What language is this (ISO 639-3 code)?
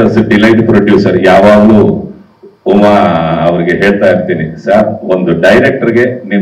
kan